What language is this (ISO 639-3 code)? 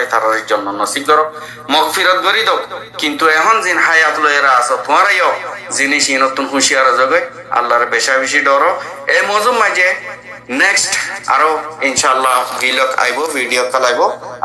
rhg